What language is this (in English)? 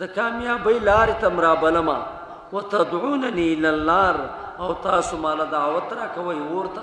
Pashto